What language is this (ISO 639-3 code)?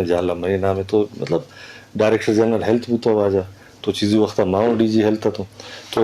bgp